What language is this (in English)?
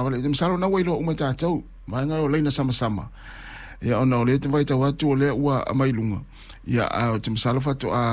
Samoan